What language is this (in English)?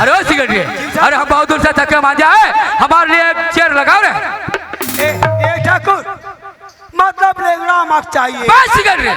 Chhattisgarhi